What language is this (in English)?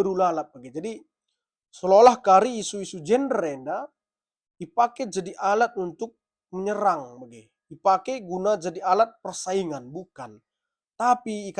Batak Karo